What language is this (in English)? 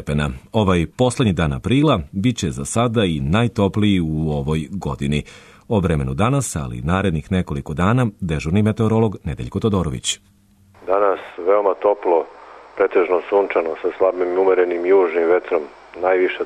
Serbian